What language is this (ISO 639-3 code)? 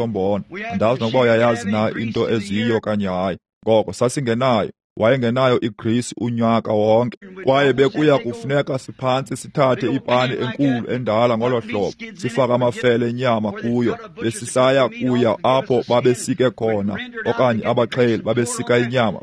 xho